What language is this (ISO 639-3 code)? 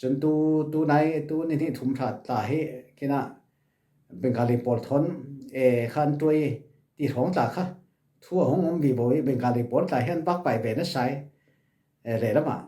cfm